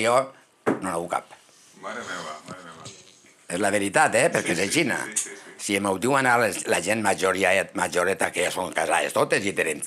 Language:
Catalan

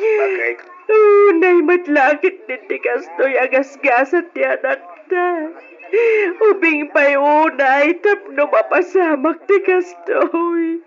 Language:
Iloko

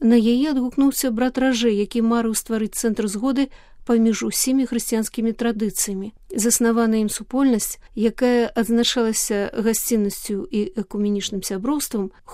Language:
Belarusian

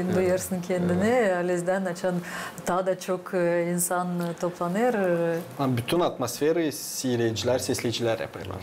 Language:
Gagauz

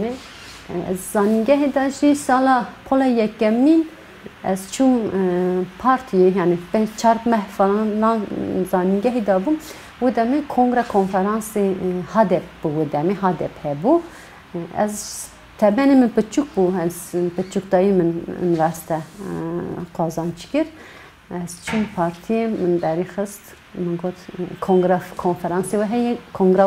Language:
Kurdish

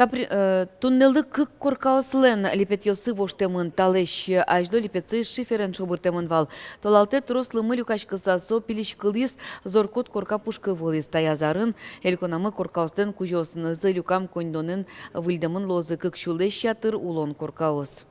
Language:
Udmurt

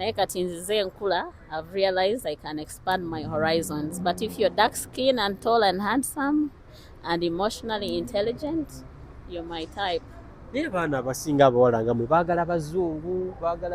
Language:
Ganda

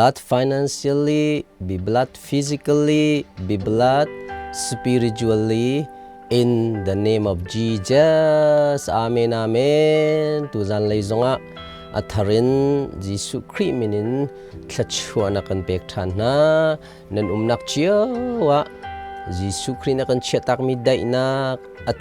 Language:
Hakha Chin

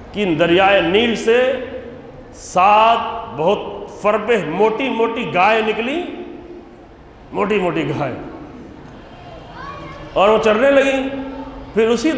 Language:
Urdu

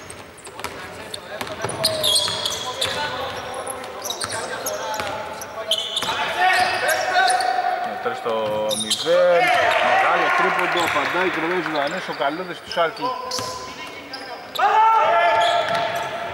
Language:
Greek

